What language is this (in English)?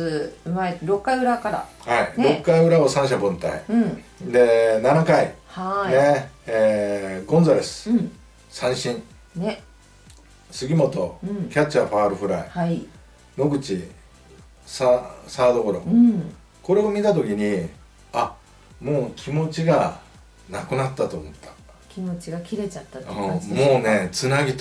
Japanese